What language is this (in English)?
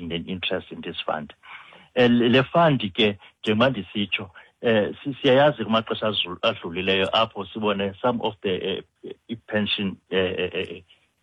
Xhosa